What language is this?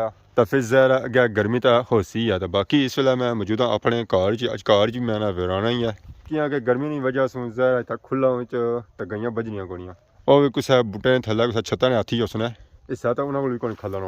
Pahari-Potwari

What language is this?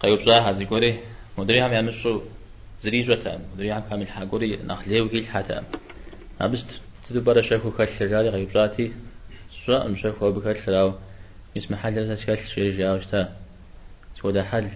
Kabardian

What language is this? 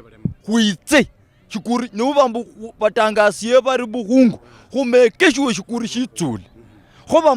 Luyia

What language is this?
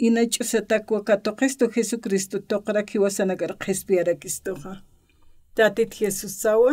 Aymara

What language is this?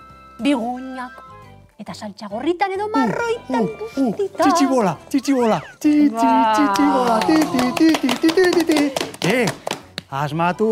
Basque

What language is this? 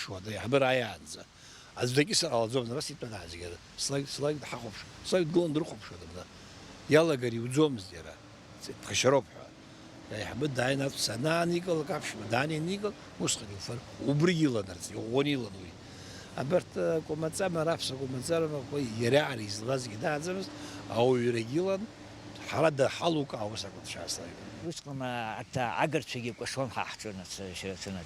Abkhazian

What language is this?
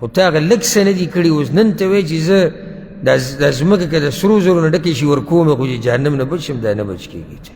Pashto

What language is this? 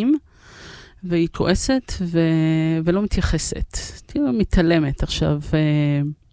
Hebrew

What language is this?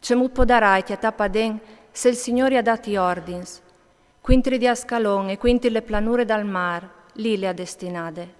Friulian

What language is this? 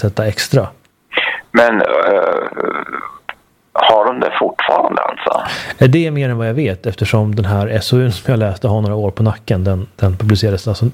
Swedish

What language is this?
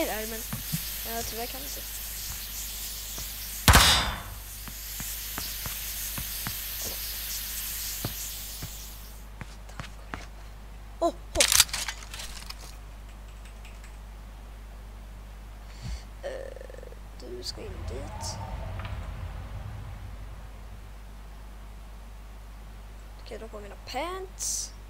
Swedish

